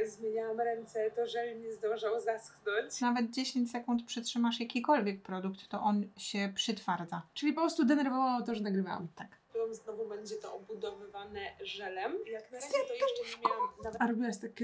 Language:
Polish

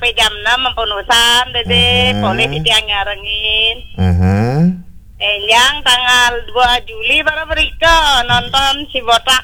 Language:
Balinese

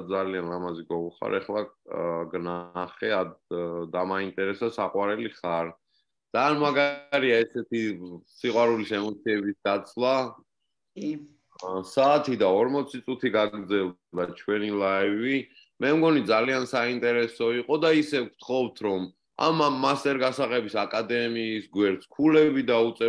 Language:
Georgian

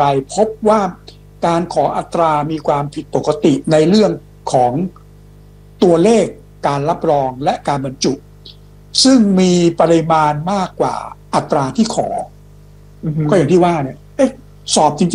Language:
Thai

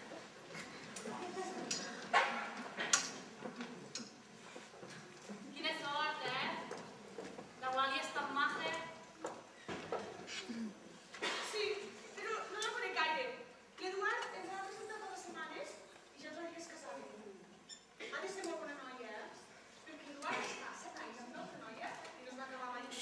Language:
Catalan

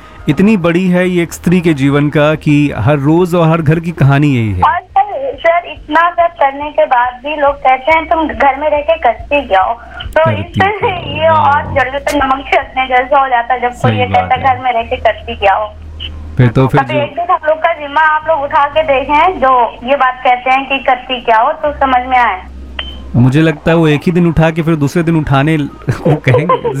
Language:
Hindi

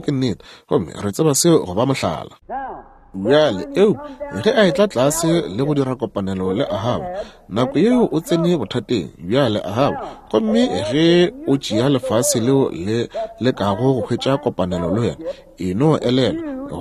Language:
Northern Sotho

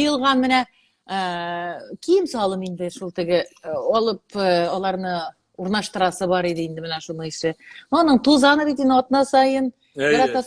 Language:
Tatar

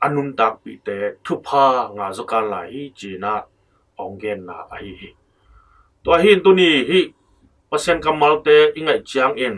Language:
Tedim Chin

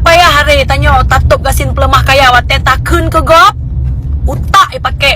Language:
Achinese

